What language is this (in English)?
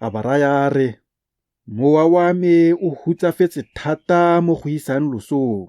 Tswana